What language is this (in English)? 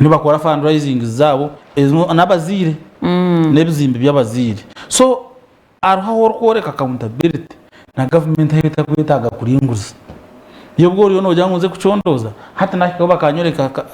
Nyankole